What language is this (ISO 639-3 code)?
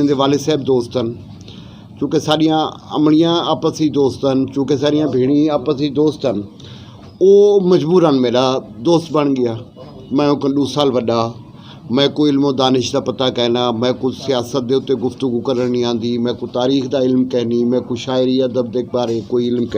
skr